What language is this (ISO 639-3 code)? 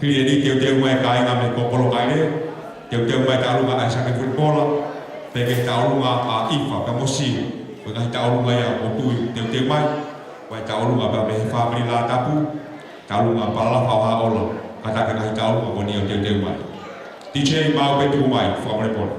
ton